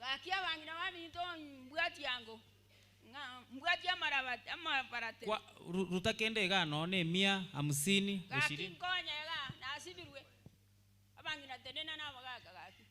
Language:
Gusii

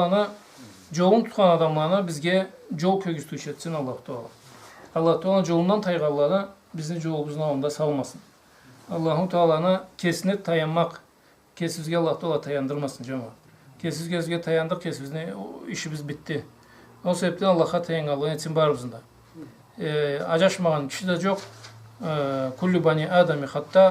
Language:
Karachay-Balkar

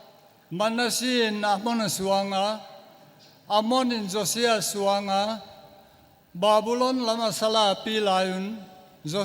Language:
Paite Chin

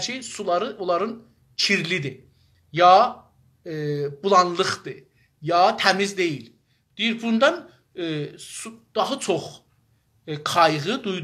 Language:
South Azerbaijani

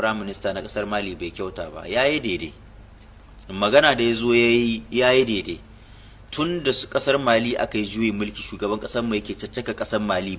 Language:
Hausa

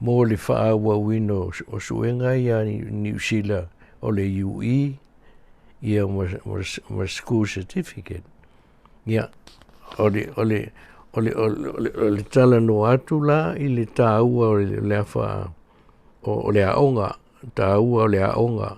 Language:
Samoan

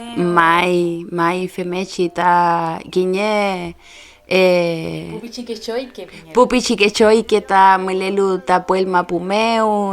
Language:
Mapuche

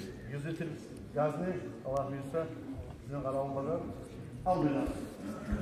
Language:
Kumyk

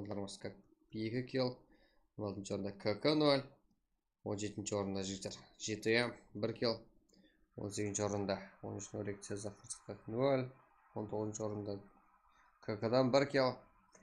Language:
Kara-Kalpak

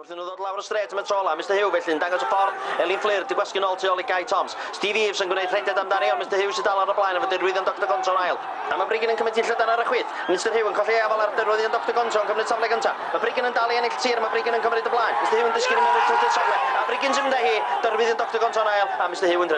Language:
Welsh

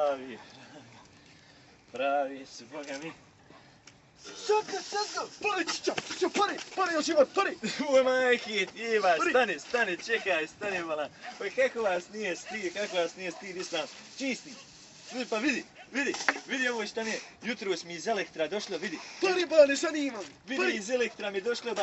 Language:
Bosnian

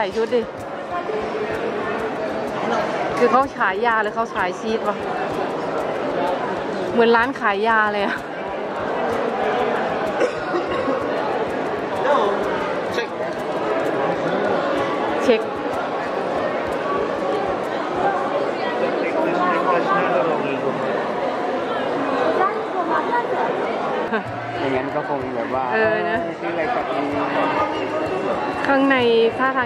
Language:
Thai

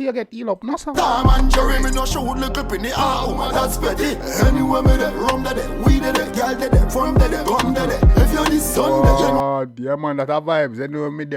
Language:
Jamaican Creole English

